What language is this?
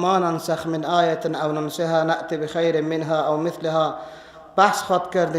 Persian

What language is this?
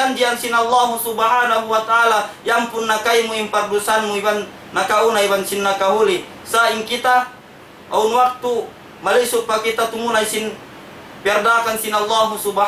Tausug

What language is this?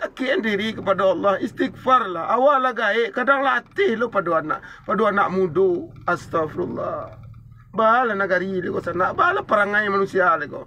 Minangkabau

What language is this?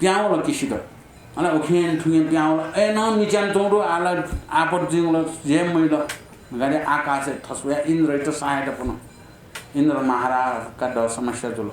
Newari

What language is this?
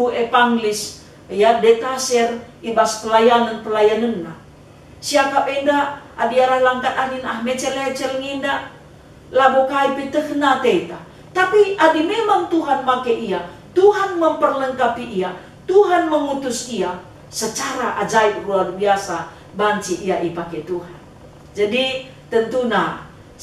Batak Karo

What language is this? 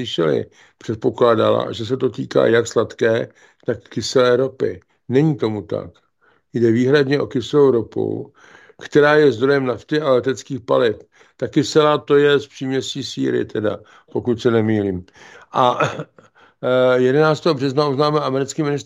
Czech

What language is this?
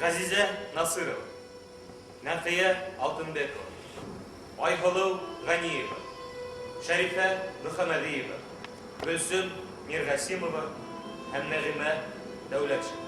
Bashkir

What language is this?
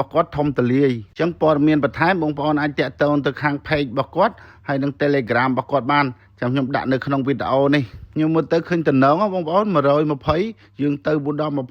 Khmer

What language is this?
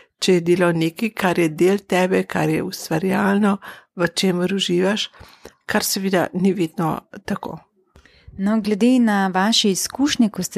Slovenian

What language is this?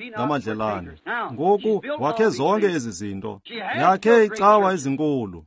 Xhosa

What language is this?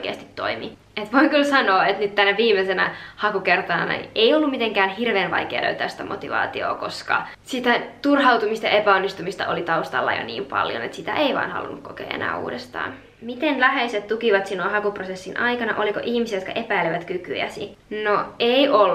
Finnish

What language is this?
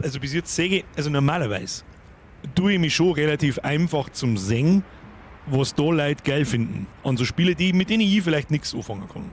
Bavarian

